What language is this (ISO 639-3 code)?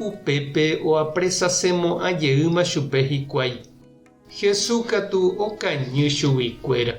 grn